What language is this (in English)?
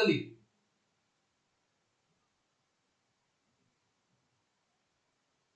Hindi